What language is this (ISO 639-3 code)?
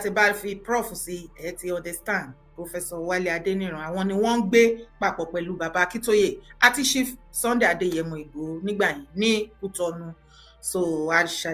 yor